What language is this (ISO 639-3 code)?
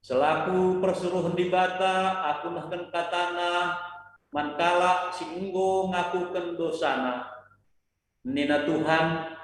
btx